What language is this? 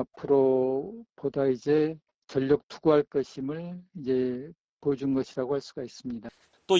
Korean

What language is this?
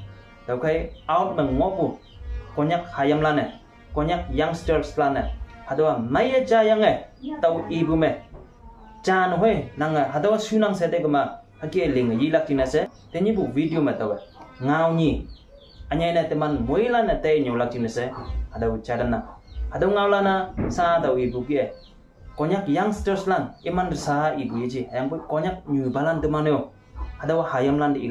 Konyak Naga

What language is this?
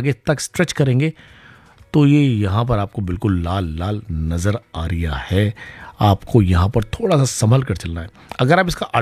Hindi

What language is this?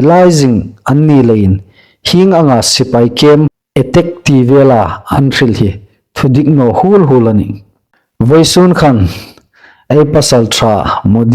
Hmar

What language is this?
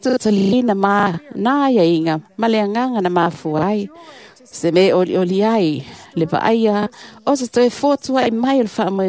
Samoan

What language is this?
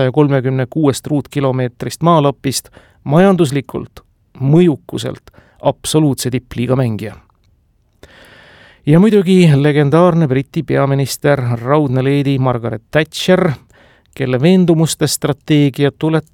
Estonian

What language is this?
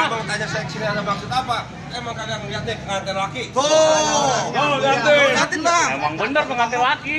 Betawi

